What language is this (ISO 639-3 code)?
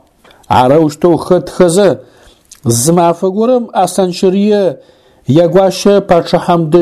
ady